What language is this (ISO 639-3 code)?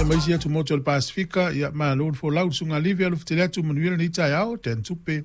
smo